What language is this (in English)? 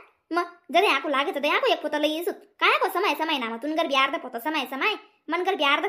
Khandesi